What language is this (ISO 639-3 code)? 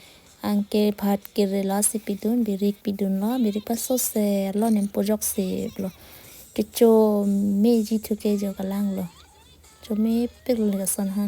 mjw